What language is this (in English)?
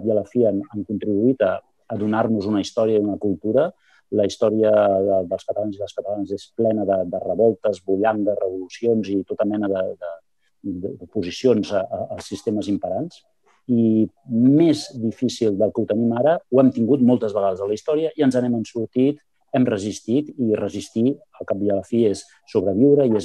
Catalan